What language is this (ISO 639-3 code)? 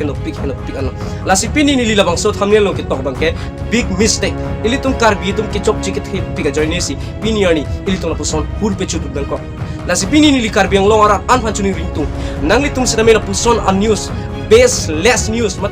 mjw